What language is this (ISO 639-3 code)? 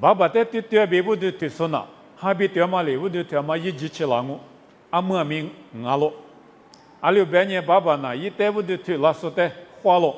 lis